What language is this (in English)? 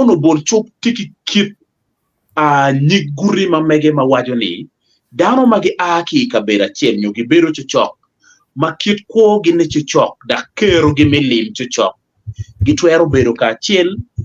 Acoli